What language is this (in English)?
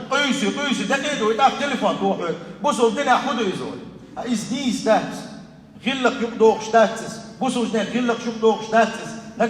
Chechen